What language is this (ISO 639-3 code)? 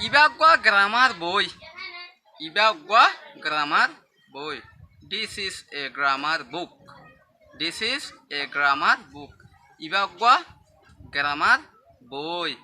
rhg